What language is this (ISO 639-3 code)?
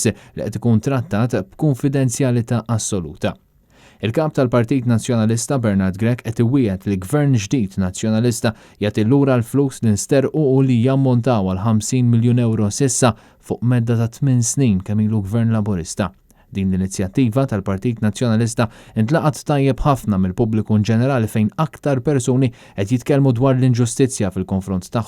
mlt